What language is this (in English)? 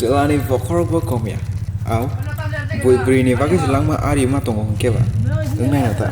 Kok Borok